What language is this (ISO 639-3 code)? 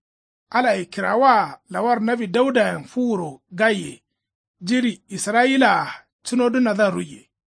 kau